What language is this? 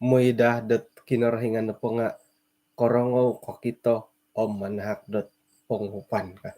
Central Dusun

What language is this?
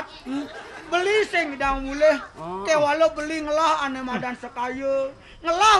Balinese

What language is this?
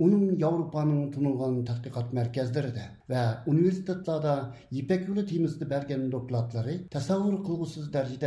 Uyghur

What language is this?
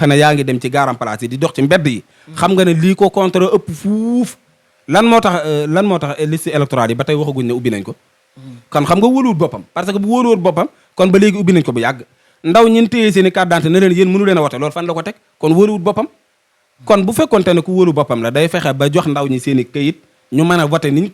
Wolof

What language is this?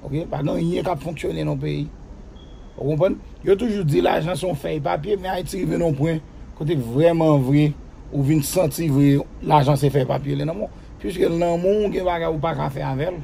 Haitian Creole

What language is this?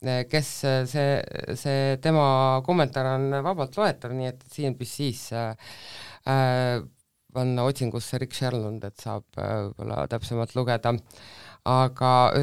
Estonian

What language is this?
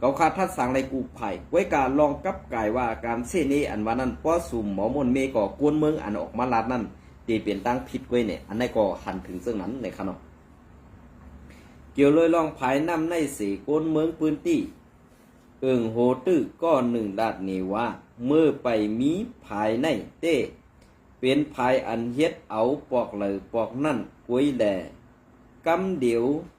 Shan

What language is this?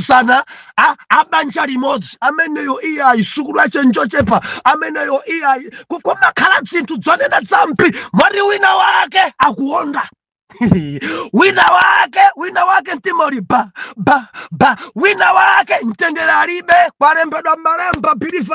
Nyanja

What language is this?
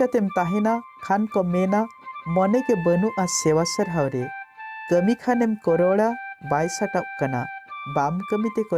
Santali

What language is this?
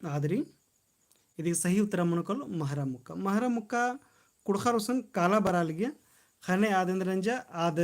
Kurukh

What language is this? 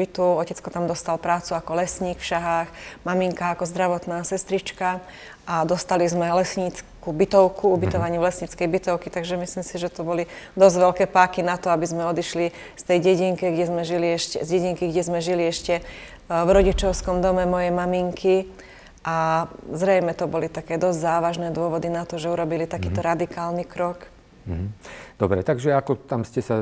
Slovak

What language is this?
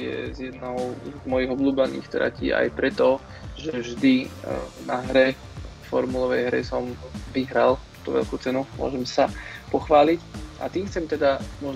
Slovak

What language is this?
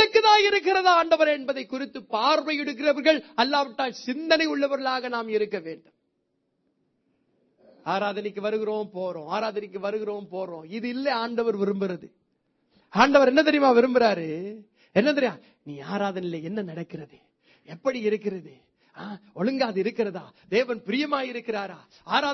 Tamil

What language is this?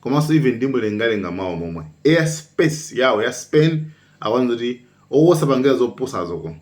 Nyanja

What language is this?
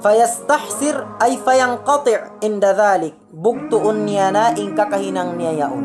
Tausug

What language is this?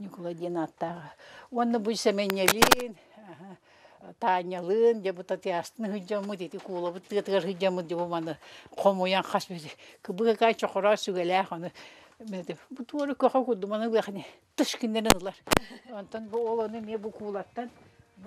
Yakut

